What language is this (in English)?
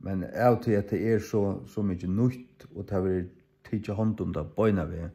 Faroese